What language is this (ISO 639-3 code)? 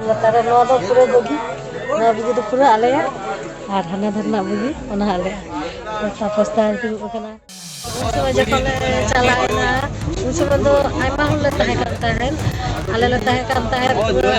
sat